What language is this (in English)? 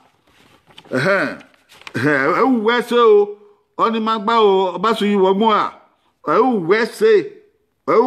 Bini